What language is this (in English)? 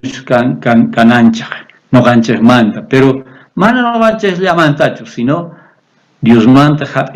South Bolivian Quechua